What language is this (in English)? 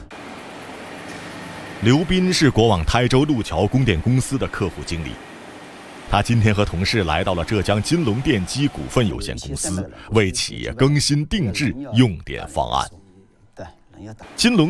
Chinese